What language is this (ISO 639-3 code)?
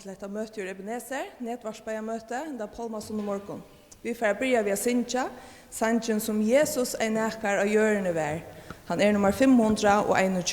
fao